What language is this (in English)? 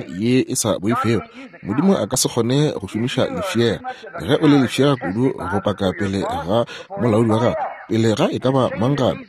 Northern Sotho